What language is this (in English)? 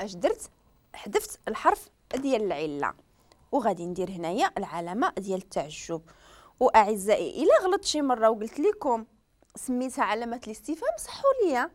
Moroccan Arabic